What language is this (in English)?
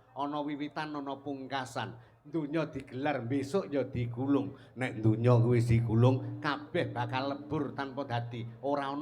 Javanese